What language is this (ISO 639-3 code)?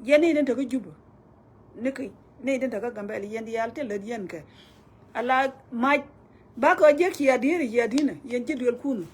nus